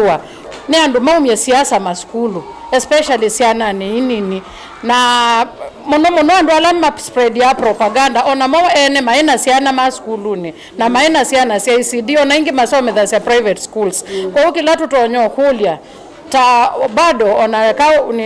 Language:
Kamba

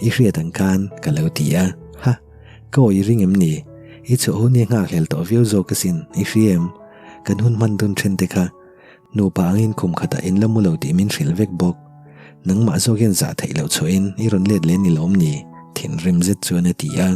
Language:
Mizo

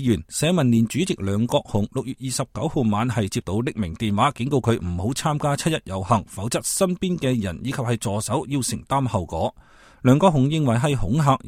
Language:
Cantonese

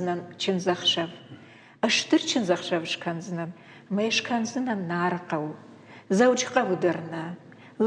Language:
Ossetic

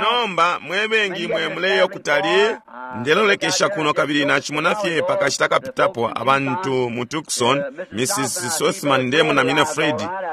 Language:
Bemba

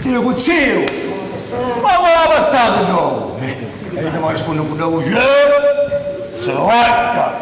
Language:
Sicilian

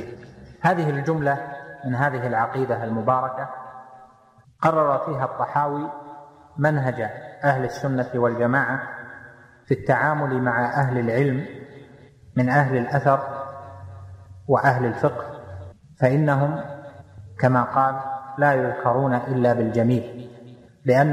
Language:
Arabic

